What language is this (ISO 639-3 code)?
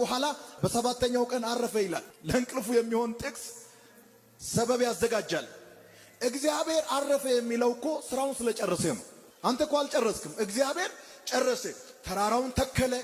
amh